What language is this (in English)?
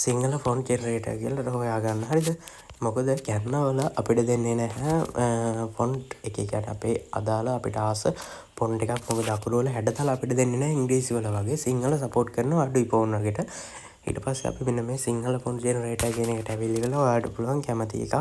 Sinhala